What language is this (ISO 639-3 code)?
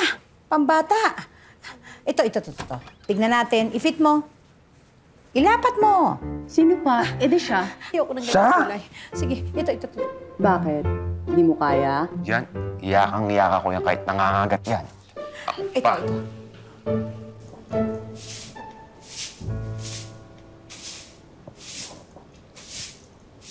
fil